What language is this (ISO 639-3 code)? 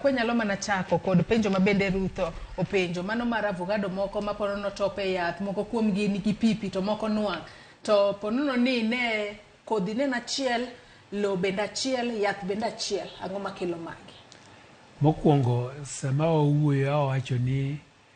luo